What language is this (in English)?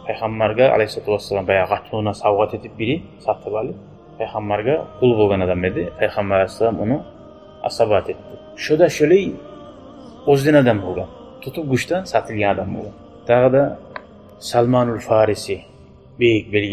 Kumyk